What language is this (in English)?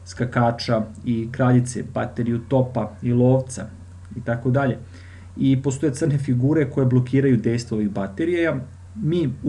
Serbian